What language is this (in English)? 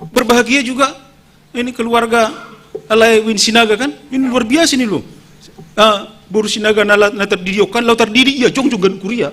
Batak Simalungun